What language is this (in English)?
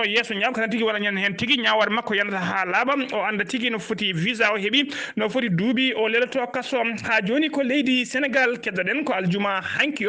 Fula